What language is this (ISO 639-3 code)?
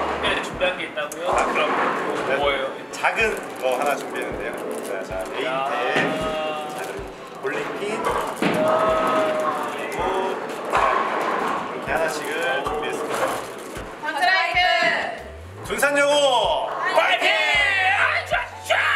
kor